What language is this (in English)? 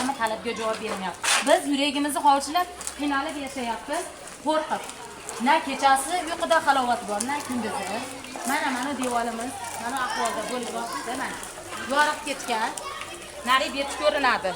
Uzbek